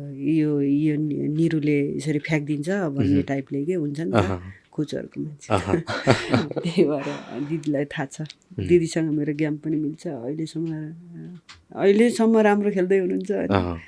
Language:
Nepali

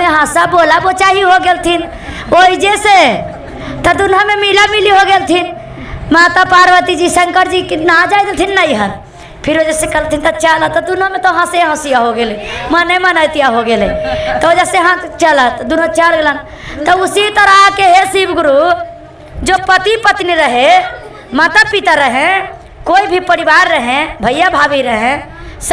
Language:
Magahi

